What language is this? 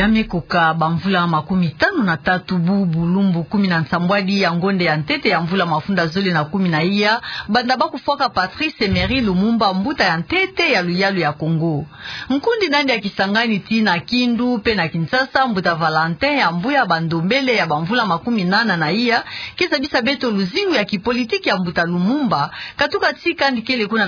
Kituba (Democratic Republic of Congo)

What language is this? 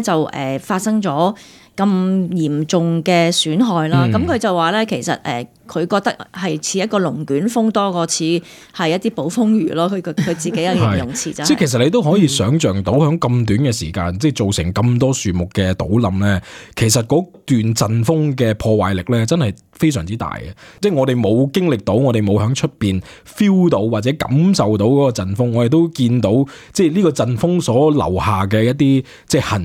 Cantonese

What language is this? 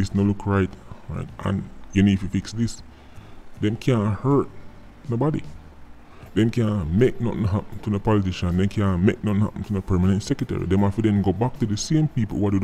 Jamaican Creole English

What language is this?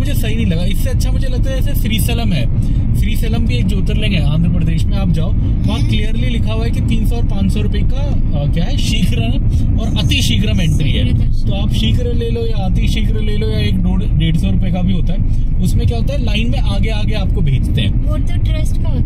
Hindi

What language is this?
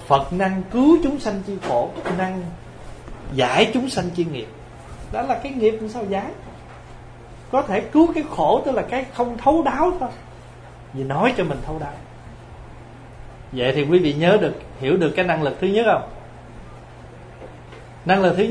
Vietnamese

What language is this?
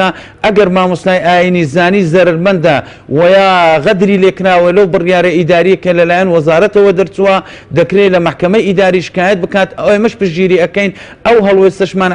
Central Kurdish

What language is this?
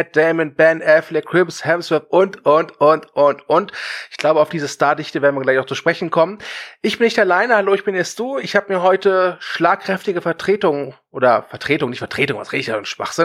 German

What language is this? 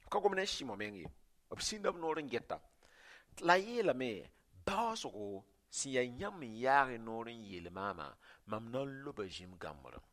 Mossi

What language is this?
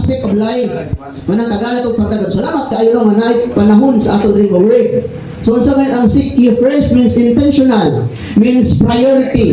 Cebuano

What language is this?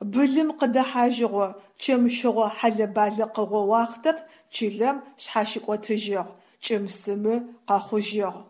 Adyghe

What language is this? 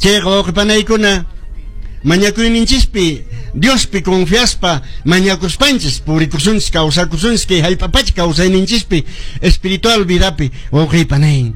Quechua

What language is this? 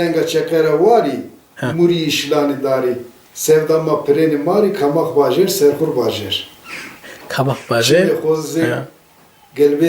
Zaza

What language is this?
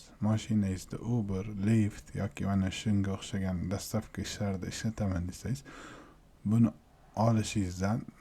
Uzbek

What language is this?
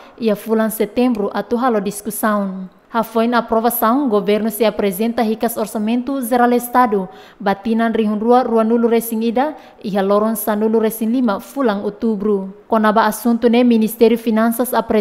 Tetum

